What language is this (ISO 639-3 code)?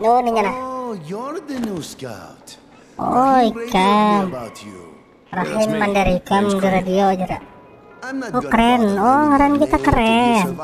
bjn